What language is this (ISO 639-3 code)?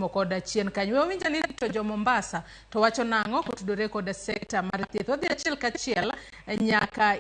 luo